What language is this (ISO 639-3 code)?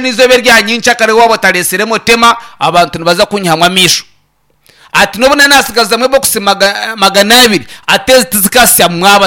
nyn